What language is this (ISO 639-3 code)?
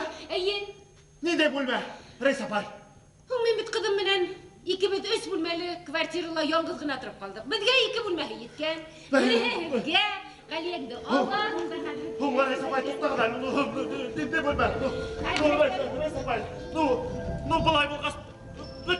bak